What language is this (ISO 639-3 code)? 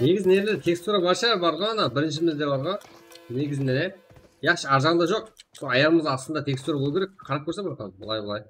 kaa